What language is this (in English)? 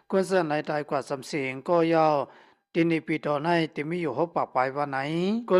Shan